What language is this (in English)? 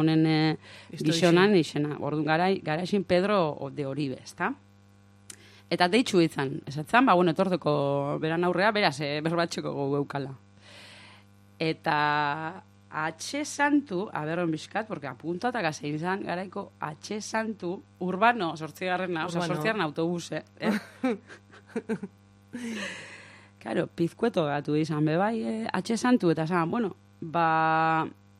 Basque